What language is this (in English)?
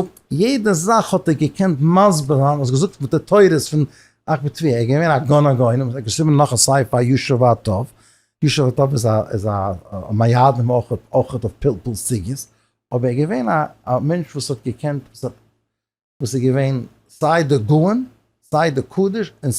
Yiddish